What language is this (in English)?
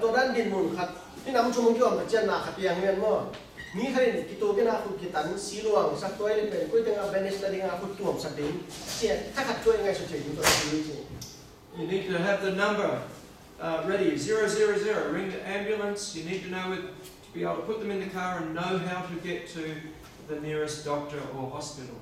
Tedim Chin